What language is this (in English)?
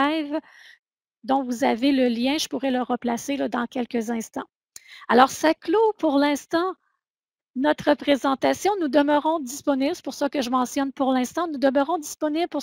French